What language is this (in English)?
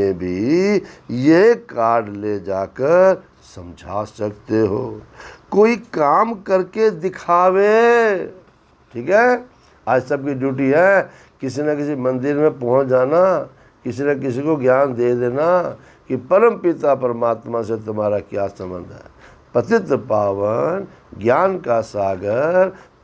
Hindi